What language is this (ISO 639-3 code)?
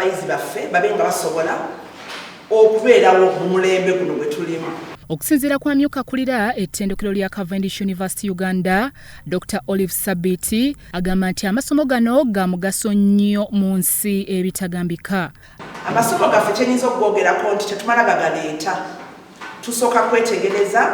lug